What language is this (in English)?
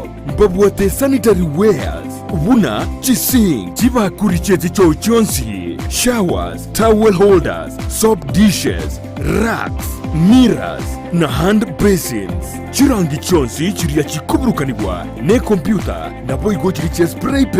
Gusii